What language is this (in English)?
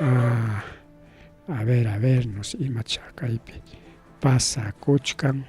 Ayacucho Quechua